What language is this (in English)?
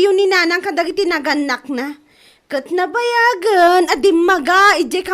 Iloko